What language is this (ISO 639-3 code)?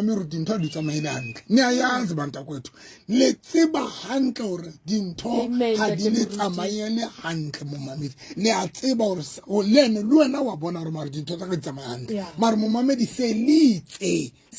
sot